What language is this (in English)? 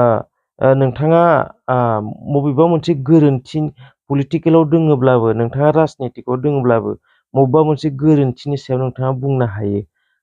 Bodo